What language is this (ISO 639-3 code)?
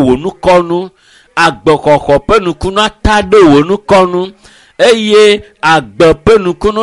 ewe